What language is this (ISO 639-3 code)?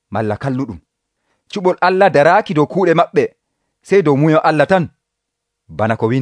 fuv